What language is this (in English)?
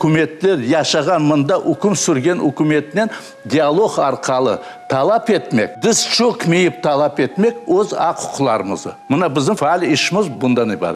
Crimean Tatar